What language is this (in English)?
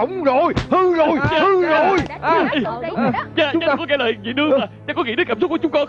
Vietnamese